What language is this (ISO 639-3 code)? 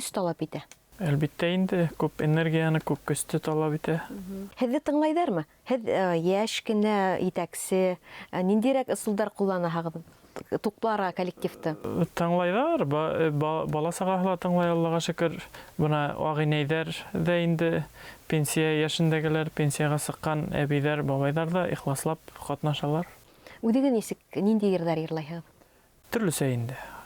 bak